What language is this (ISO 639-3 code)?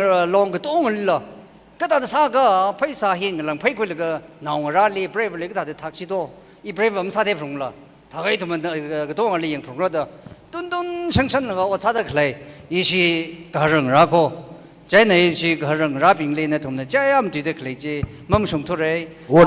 nmf